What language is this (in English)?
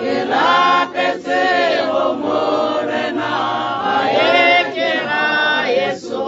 Tswana